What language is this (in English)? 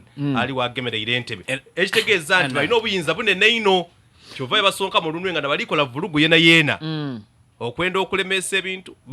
Ganda